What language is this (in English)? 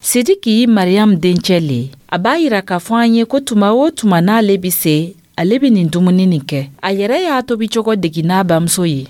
Dyula